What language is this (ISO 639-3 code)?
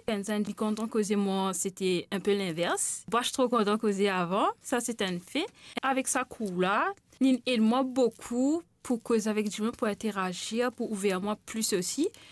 mfe